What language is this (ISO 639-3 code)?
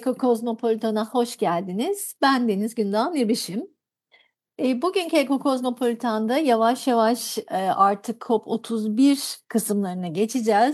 tur